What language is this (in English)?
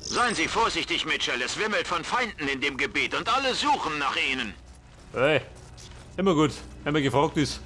Bavarian